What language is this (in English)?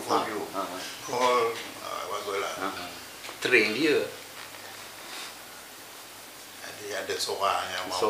Malay